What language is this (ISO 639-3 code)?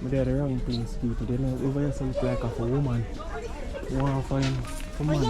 jam